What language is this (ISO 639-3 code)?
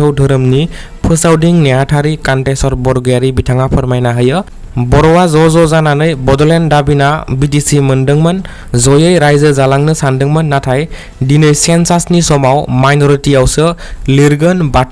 brx